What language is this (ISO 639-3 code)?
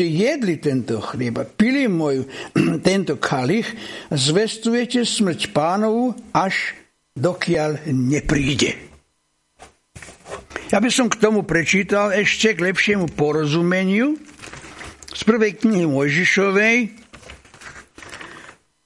slk